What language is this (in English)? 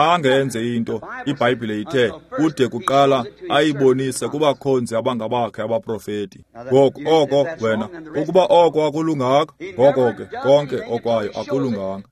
Xhosa